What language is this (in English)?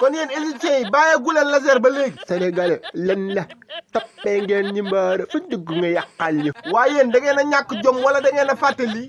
Wolof